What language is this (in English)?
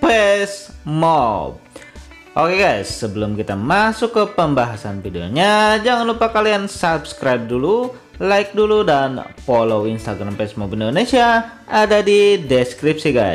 Indonesian